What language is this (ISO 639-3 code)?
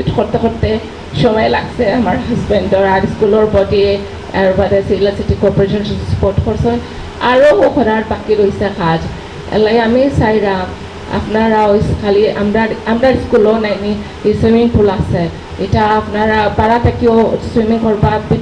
syl